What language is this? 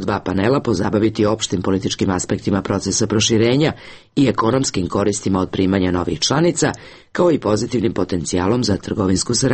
Bosnian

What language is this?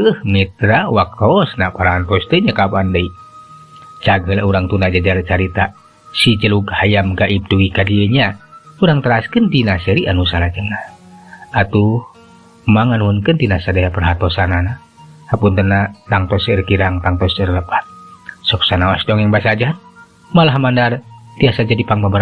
Sundanese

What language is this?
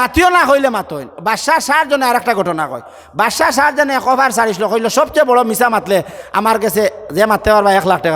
Sylheti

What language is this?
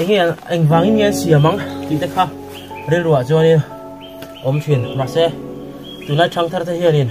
Mizo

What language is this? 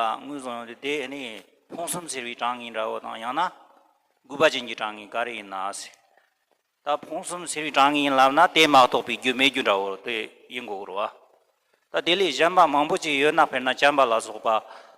Tibetan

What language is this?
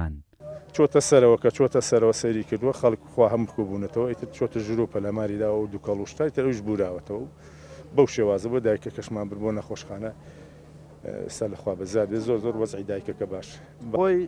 Central Kurdish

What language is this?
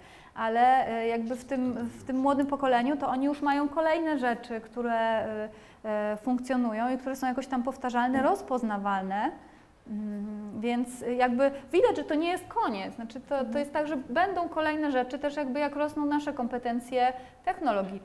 Polish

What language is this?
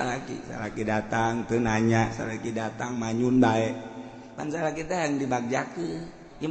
Sundanese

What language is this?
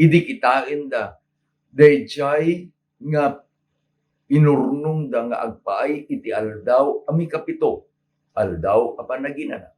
Iloko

